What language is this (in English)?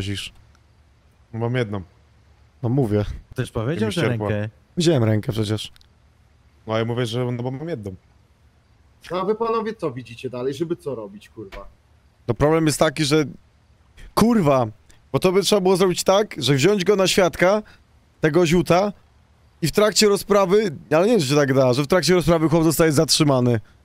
Polish